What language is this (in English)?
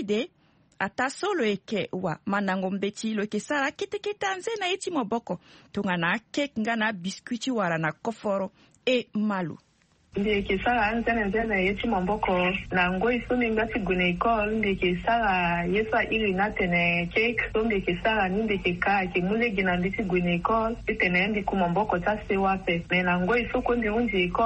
Sango